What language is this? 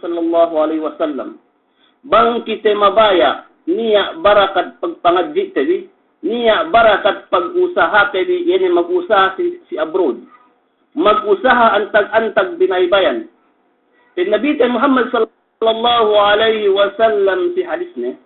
Yakan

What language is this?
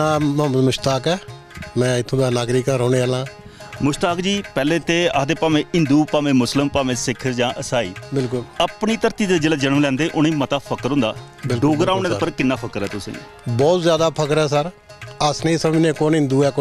Dogri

